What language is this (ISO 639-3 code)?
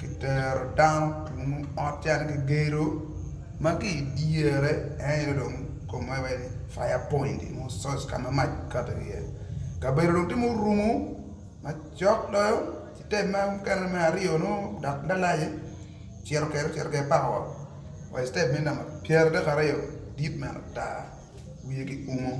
ach